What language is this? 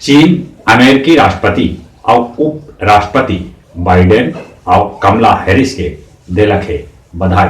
Magahi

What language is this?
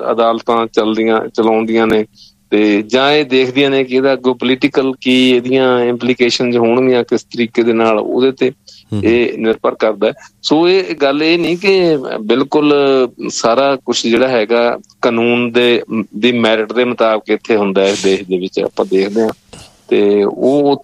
Punjabi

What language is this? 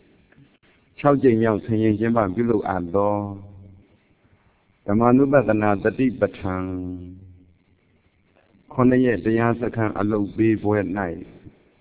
Burmese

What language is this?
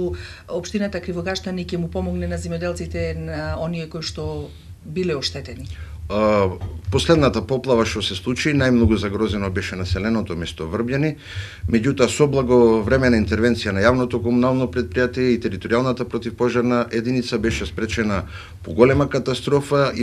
Macedonian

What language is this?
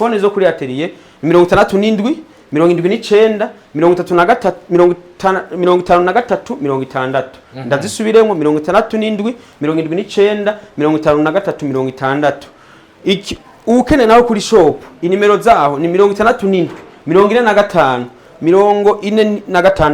Rundi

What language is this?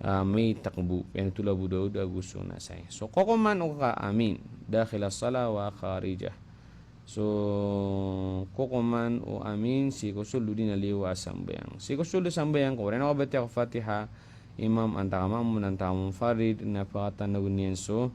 Maranao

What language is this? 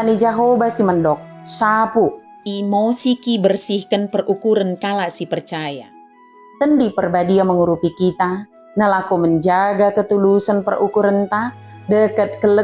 Batak Dairi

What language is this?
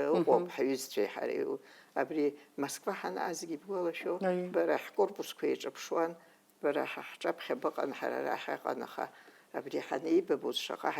Abkhazian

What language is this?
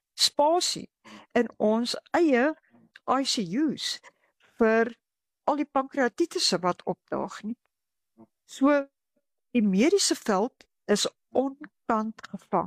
Afrikaans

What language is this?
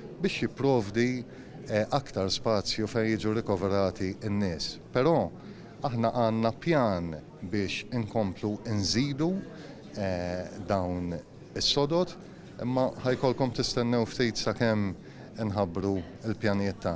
Maltese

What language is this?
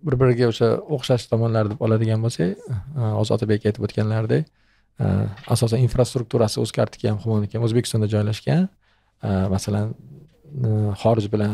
Uzbek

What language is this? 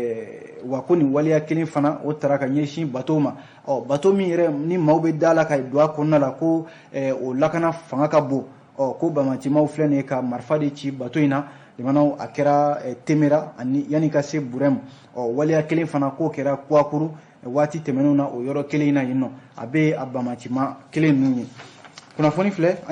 Bambara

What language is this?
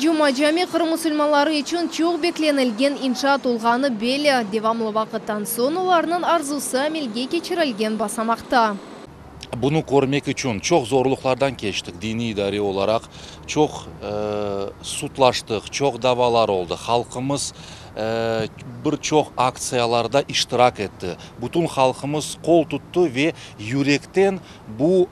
Crimean Tatar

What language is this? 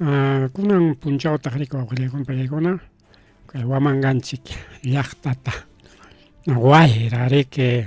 Ayacucho Quechua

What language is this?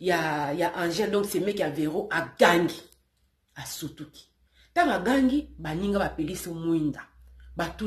Lingala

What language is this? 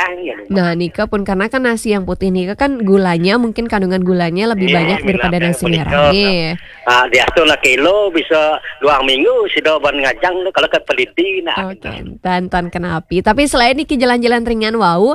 Balinese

